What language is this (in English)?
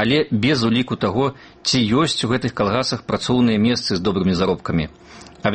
Belarusian